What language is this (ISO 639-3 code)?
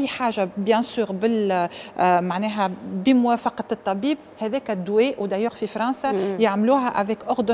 aeb